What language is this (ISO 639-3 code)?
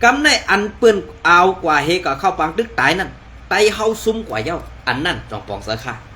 shn